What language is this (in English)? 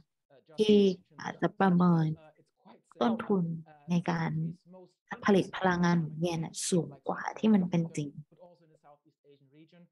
Thai